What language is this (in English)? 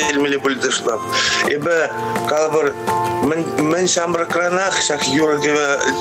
Chuvash